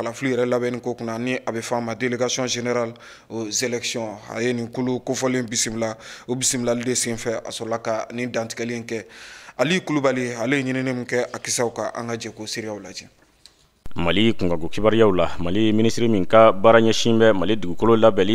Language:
Bambara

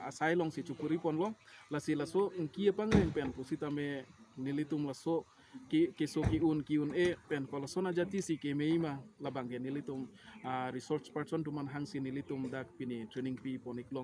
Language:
Karbi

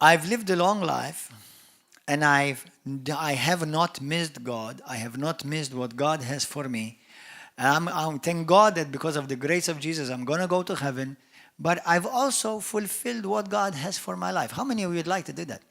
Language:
English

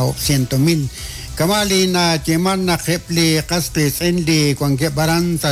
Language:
Kekchí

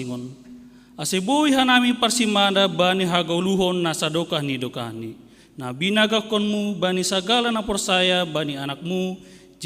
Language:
Batak Simalungun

